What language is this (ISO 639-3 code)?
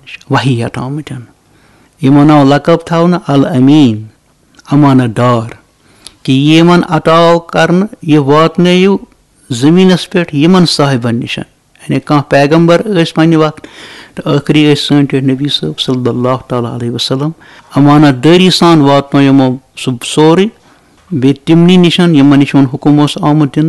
kas